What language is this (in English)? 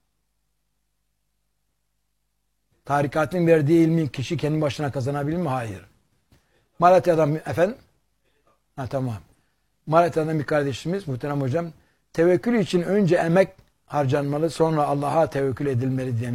Turkish